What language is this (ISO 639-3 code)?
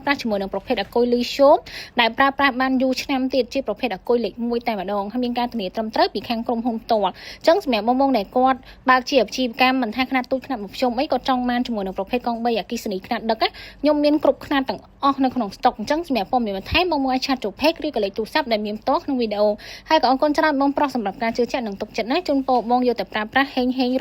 khm